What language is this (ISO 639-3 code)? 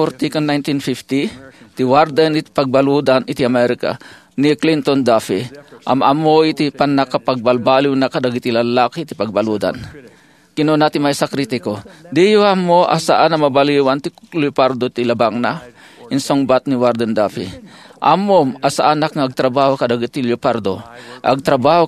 ilo